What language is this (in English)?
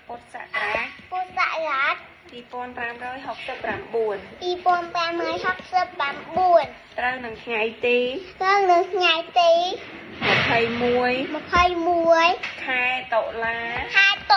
Khmer